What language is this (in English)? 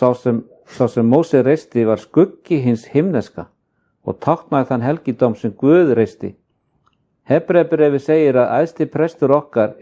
Icelandic